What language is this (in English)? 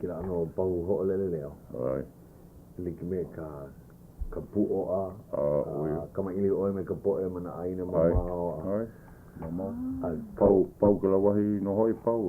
Hawaiian